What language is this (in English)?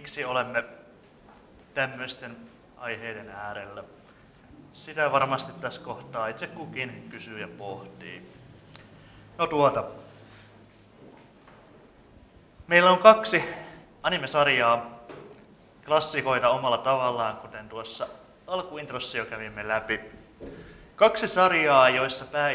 Finnish